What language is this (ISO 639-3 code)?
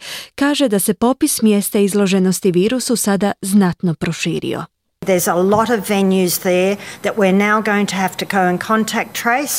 hrv